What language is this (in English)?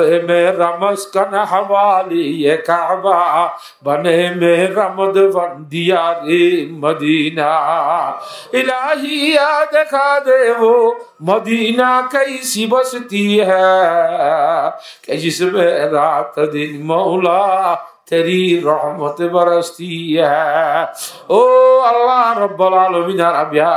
Rohingya